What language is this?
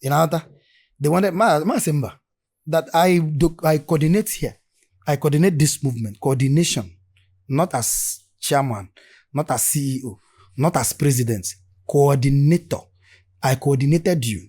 Igbo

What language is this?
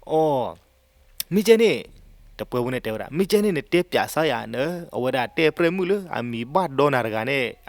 S'gaw Karen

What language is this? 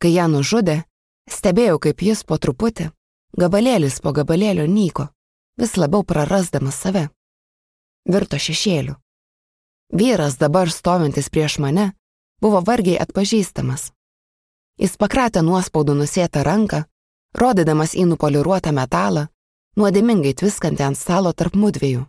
Lithuanian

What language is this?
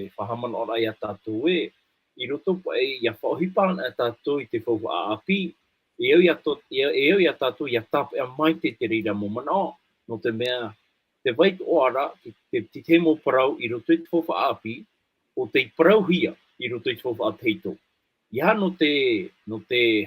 Tahitian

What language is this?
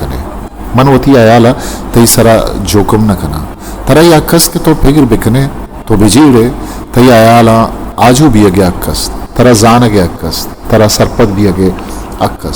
Eastern Balochi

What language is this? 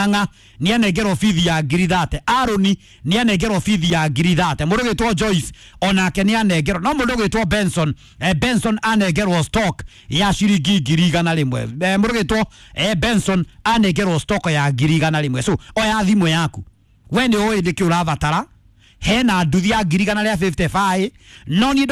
Kikuyu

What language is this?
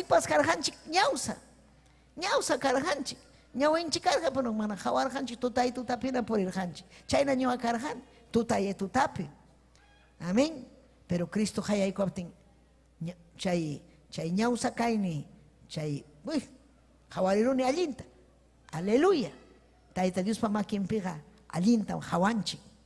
Ayacucho Quechua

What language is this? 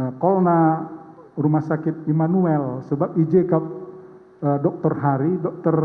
Batak Karo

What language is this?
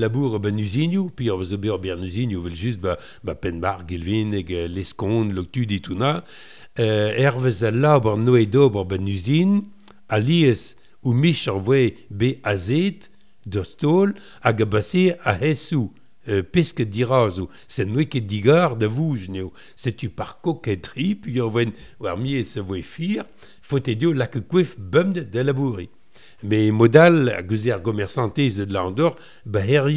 Breton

